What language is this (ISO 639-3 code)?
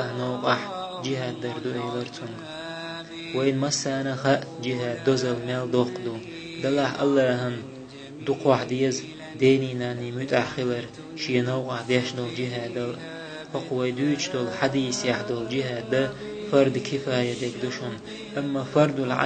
che